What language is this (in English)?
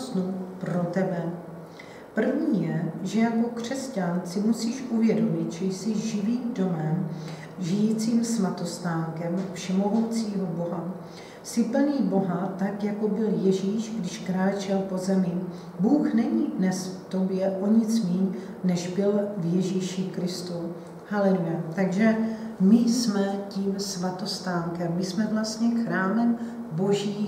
Czech